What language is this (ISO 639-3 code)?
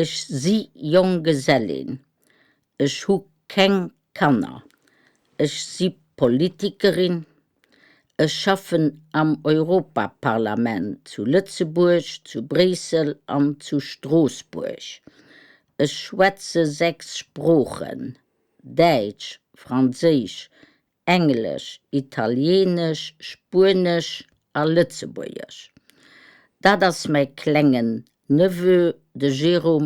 ltz